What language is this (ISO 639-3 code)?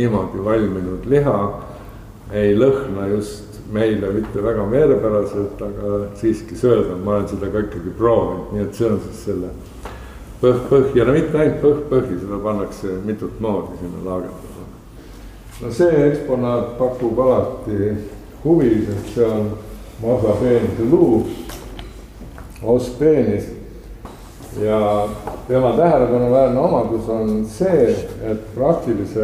est